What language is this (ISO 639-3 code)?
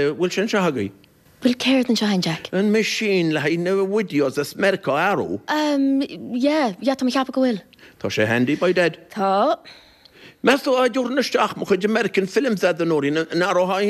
gle